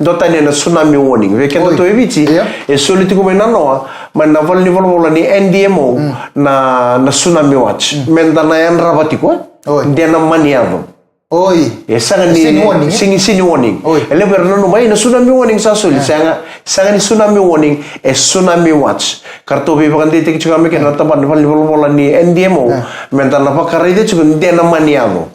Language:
Fijian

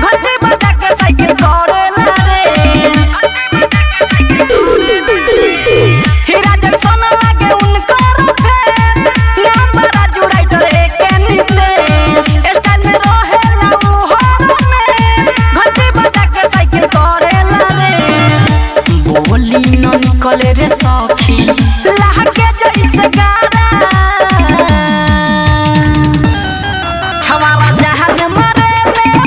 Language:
Bhojpuri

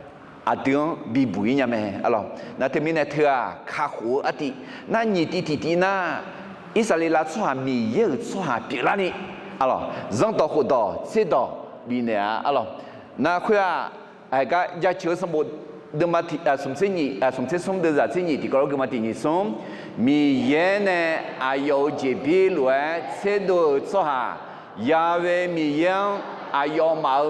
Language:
Akha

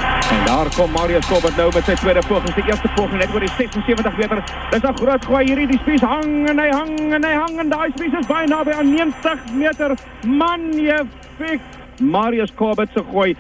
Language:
Afrikaans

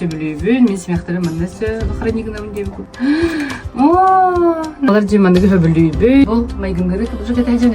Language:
Yakut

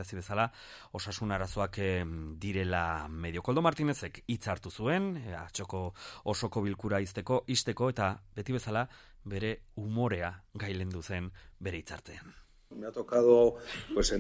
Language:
Basque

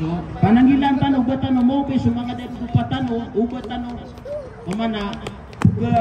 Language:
Maranao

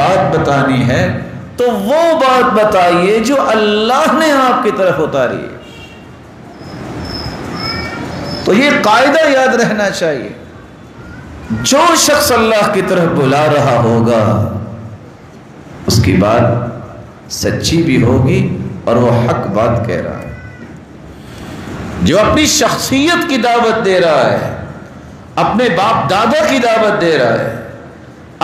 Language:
Urdu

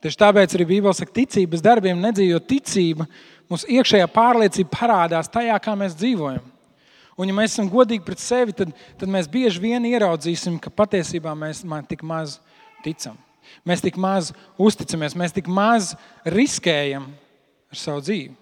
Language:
Latvian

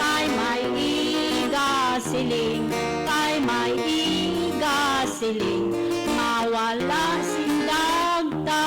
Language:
Hiligaynon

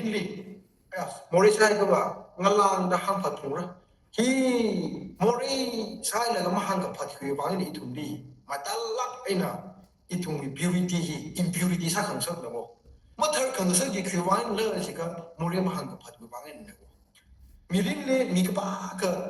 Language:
Tangkhul Naga (India)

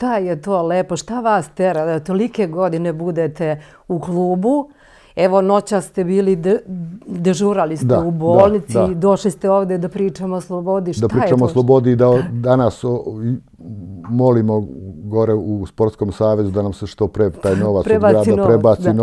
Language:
Serbian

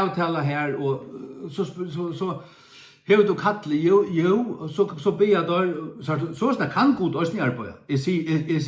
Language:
Faroese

